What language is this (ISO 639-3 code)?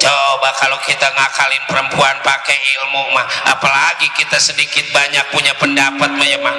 bew